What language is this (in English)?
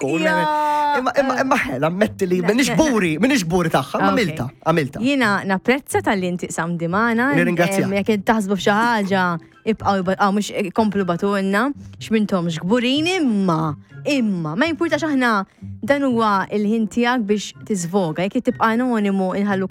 Maltese